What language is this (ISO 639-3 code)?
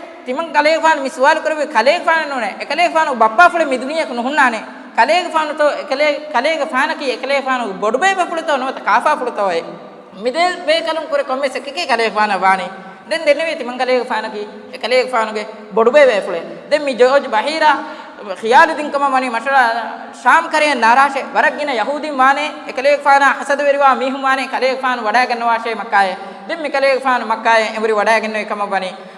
div